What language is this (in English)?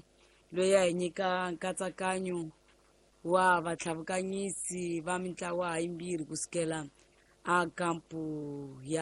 Tsonga